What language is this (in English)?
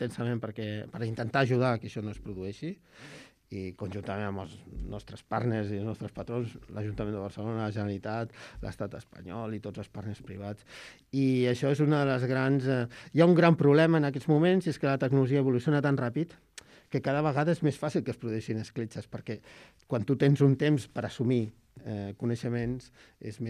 Catalan